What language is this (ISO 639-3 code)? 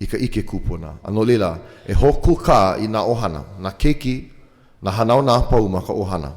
haw